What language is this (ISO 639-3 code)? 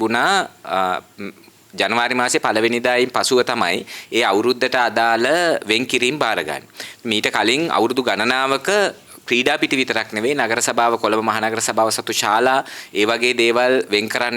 sin